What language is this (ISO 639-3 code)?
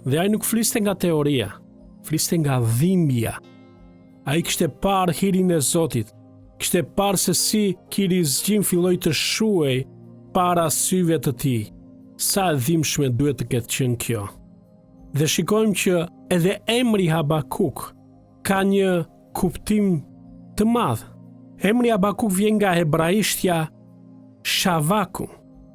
sqi